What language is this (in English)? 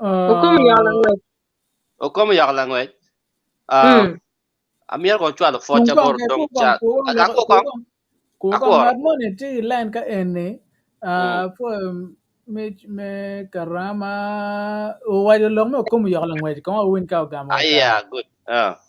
Acoli